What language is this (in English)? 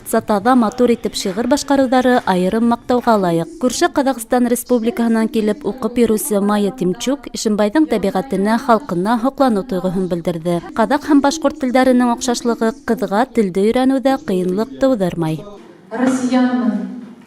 Bashkir